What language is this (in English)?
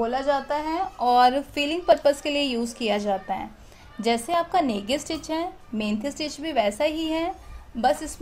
Hindi